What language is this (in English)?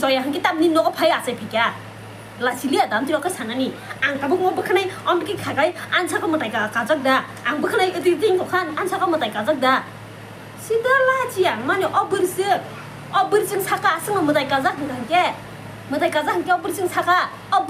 Kok Borok